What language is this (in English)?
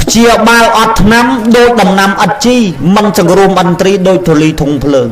Khmer